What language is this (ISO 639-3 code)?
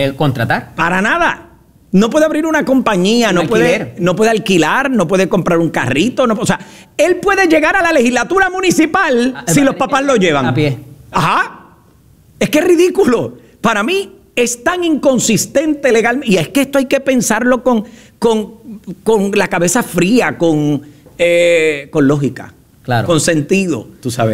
spa